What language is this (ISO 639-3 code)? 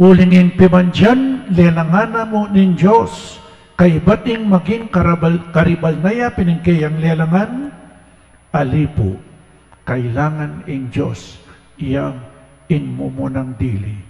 pam